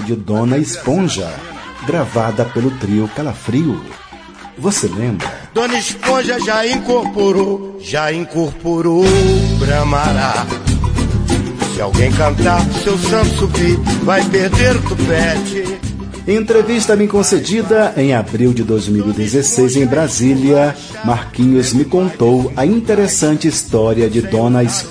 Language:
Portuguese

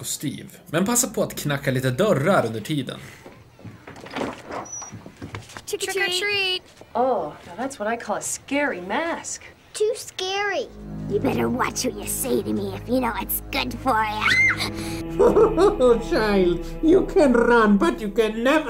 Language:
Swedish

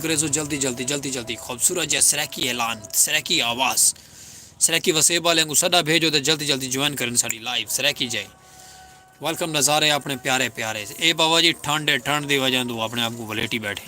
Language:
Saraiki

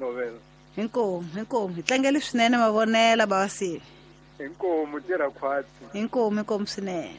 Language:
Tsonga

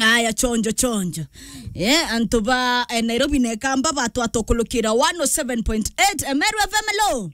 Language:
Meru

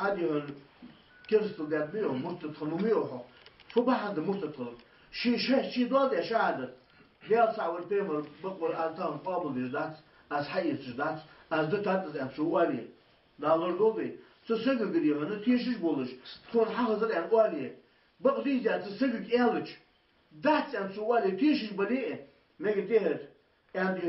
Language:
Ingush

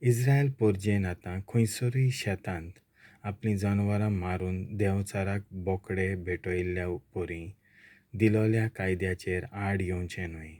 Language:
Konkani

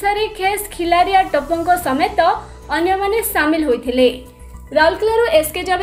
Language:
Odia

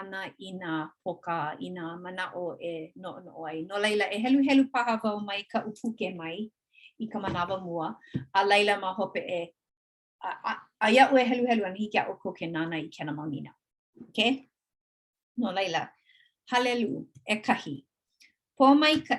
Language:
Hawaiian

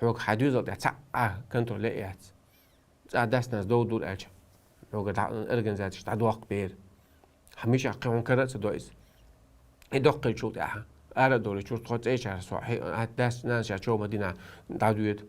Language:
Chechen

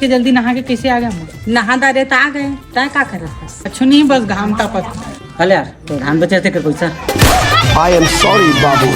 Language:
Chhattisgarhi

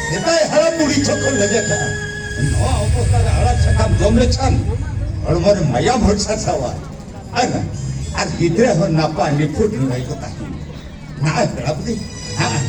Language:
Santali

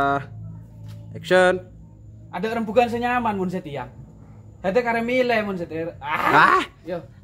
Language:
Madurese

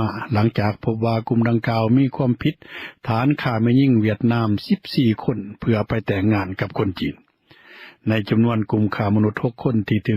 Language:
Lao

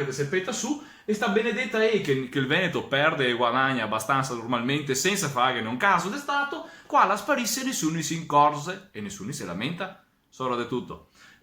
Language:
Venetian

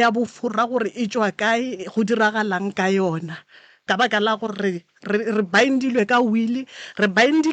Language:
Northern Sotho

